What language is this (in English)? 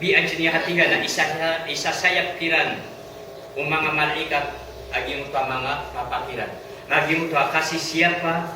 Maranao